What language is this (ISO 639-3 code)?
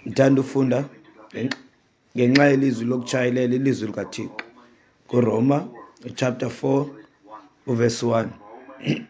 xho